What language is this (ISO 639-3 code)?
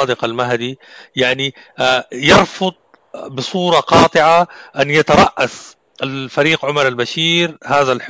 apd